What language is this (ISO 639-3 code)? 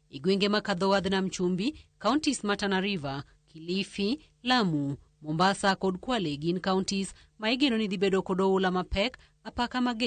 luo